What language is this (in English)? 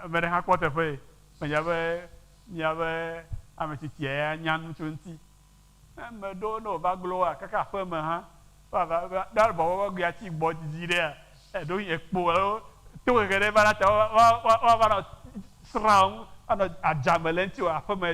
Ewe